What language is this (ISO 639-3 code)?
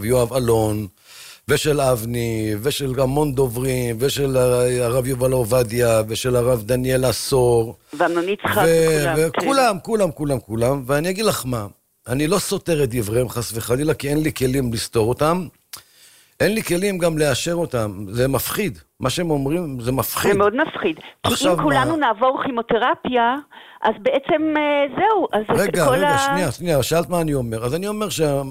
heb